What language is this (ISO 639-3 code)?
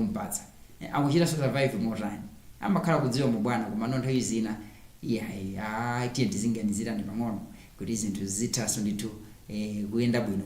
nya